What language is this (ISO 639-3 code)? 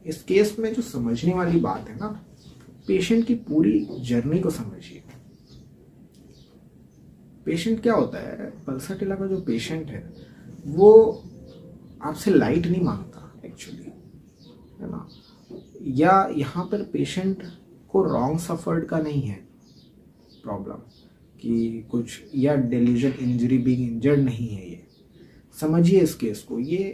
hin